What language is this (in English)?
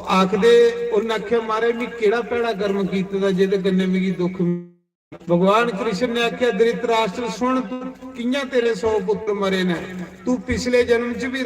Dogri